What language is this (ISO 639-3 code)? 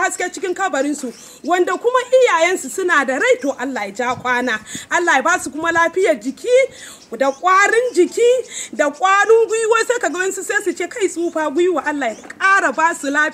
hau